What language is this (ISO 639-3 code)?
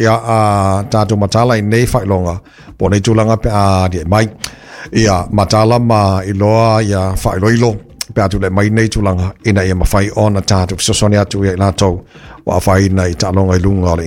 smo